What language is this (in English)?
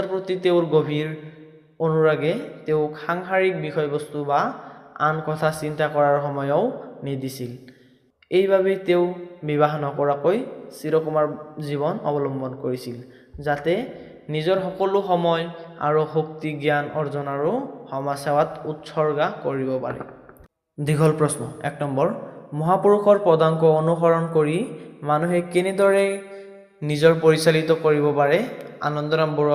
Assamese